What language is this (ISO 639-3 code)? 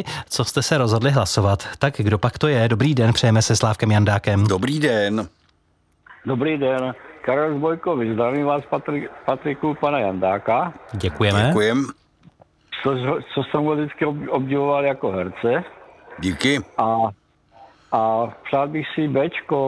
ces